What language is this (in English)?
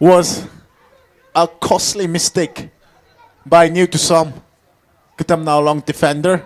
Tangkhul Naga (India)